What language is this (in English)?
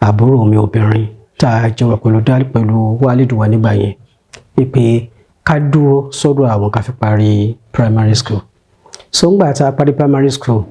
Yoruba